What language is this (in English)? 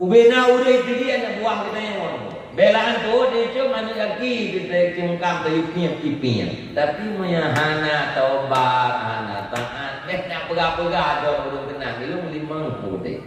Achinese